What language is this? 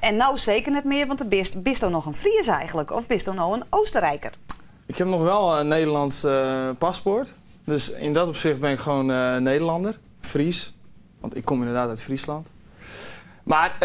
Western Frisian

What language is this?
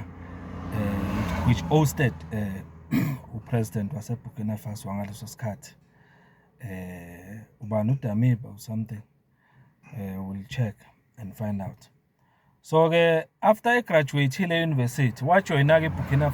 Zulu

